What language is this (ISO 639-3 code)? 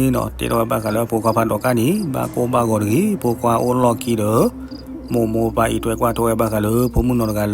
ksw